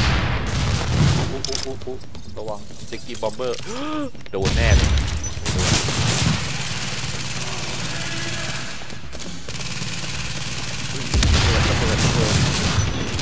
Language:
Thai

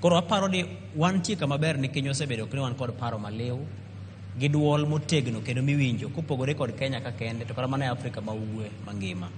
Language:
Luo (Kenya and Tanzania)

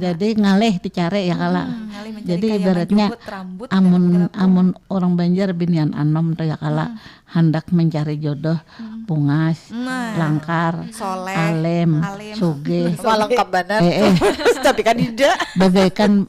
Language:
Banjar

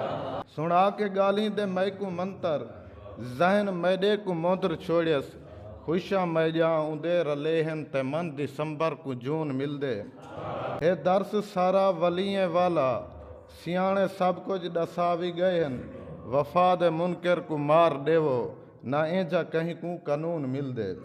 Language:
Saraiki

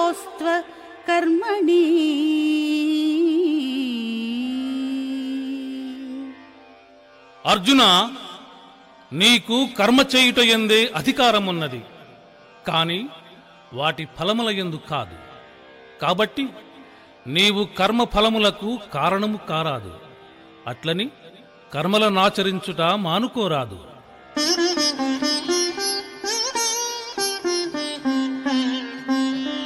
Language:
Telugu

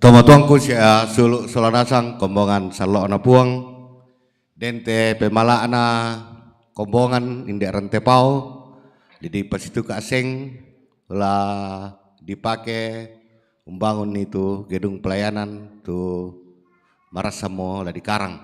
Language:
Toraja-Sa'dan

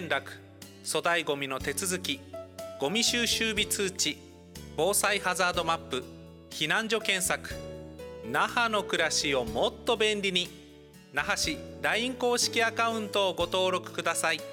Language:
Japanese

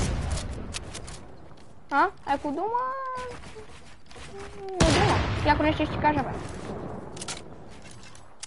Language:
Bulgarian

